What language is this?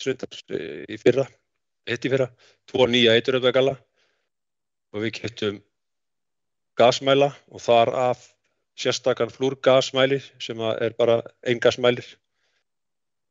Icelandic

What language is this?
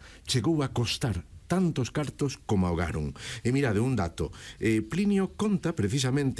Galician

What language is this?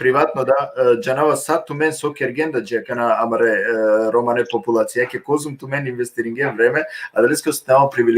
Balkan Romani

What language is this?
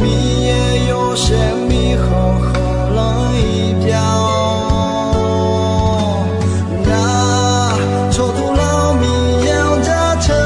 Akha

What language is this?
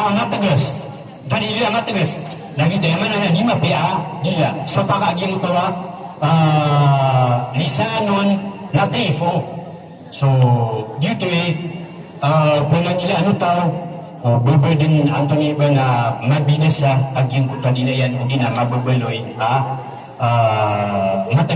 Maranao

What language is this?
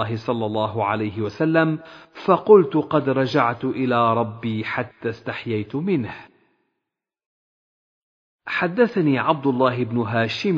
Arabic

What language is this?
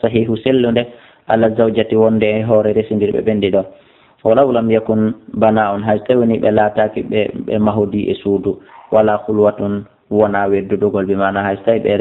Fula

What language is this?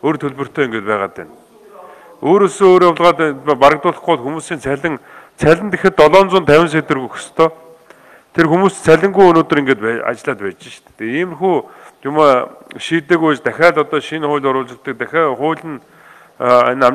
Mongolian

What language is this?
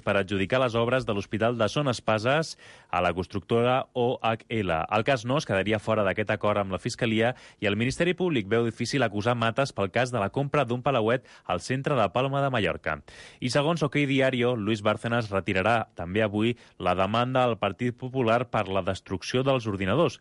Catalan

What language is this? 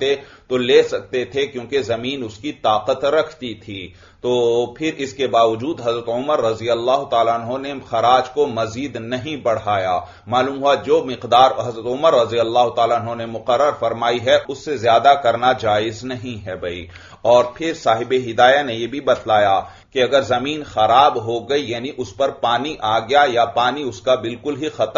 Urdu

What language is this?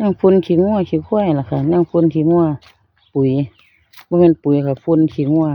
Northeastern Thai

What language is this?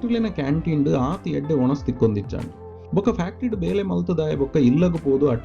Tulu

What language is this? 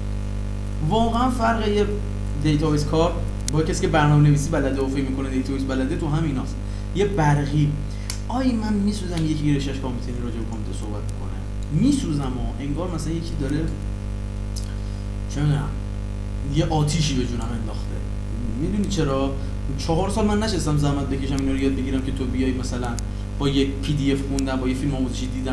Persian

